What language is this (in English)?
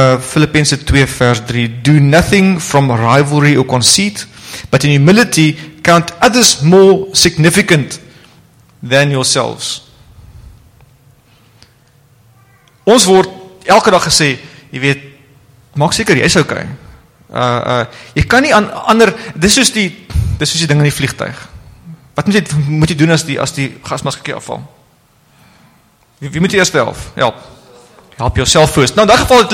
Afrikaans